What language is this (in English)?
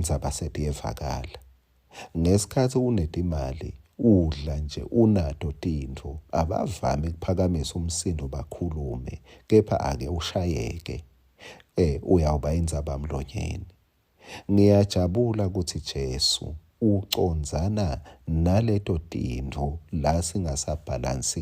Swati